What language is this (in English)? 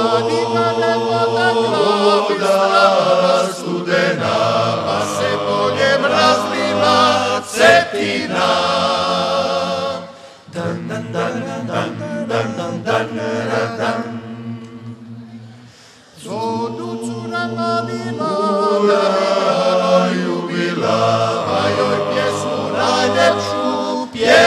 Croatian